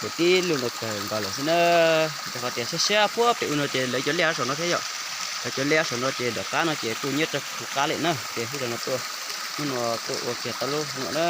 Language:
Hmong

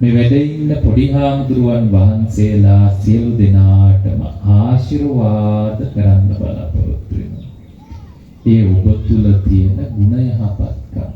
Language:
Sinhala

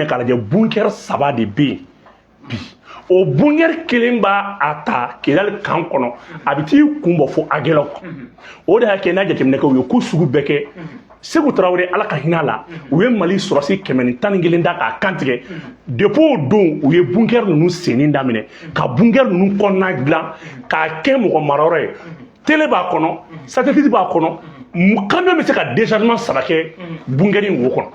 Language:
Bambara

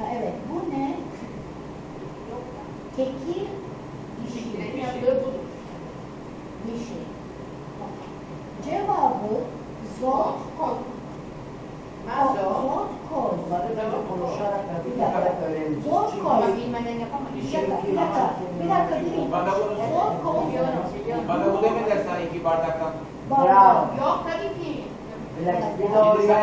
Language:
Turkish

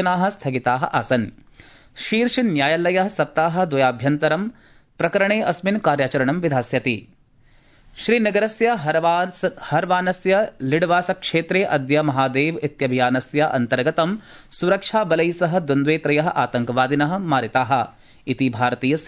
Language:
Sanskrit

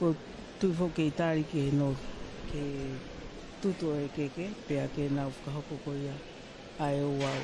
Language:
Tongan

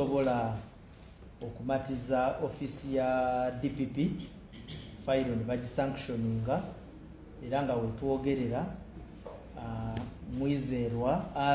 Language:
Ganda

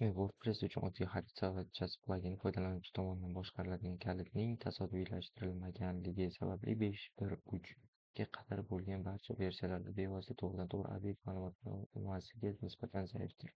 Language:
Uzbek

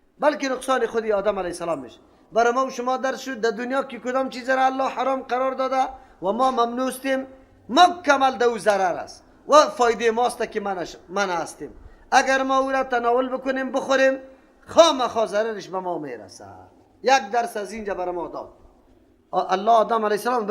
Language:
Persian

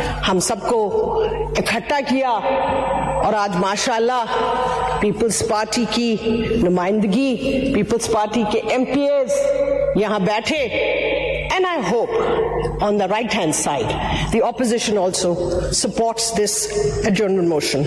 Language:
Urdu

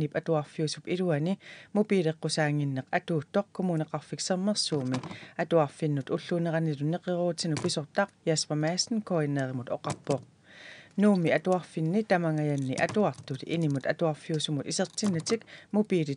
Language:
Kalaallisut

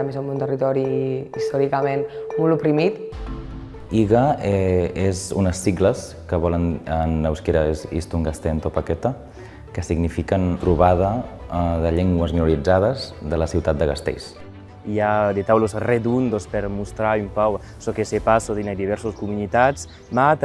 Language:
Occitan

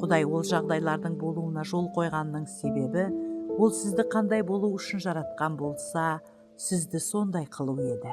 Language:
Kara-Kalpak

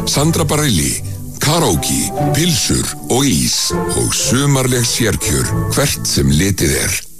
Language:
Icelandic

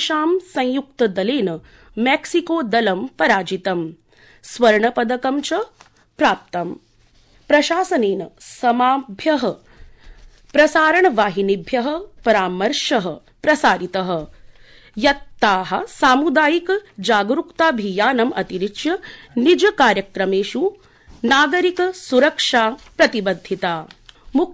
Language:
Sanskrit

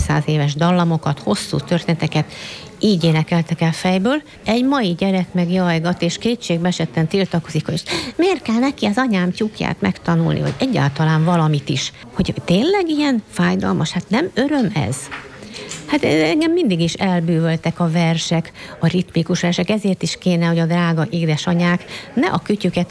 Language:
Hungarian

